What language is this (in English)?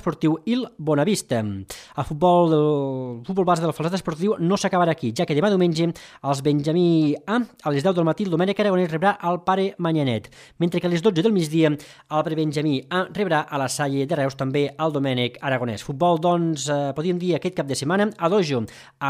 Catalan